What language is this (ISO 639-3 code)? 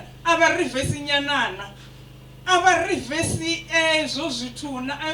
ven